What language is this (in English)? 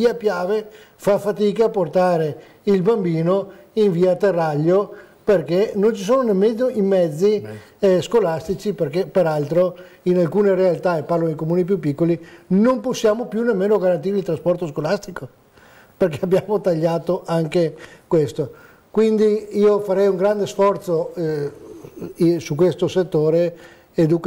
Italian